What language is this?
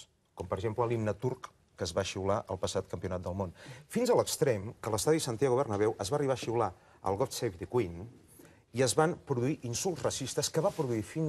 Catalan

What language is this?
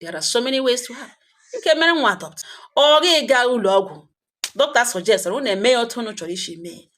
Igbo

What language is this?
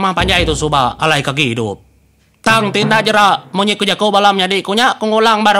Iban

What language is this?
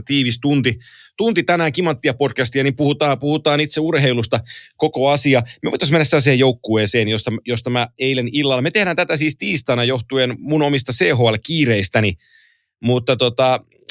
Finnish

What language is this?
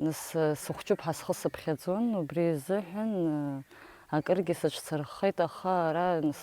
Abkhazian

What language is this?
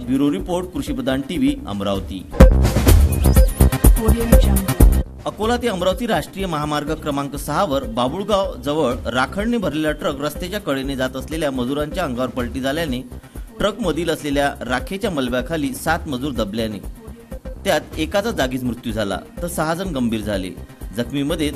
Marathi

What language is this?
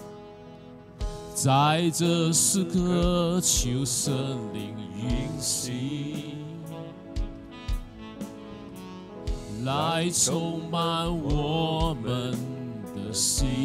Chinese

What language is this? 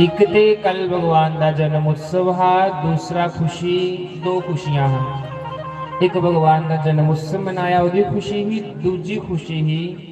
Dogri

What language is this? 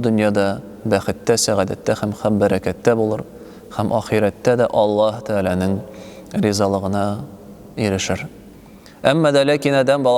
Tatar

